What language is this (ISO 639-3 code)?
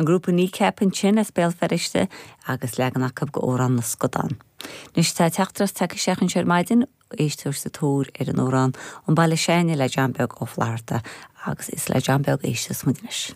gle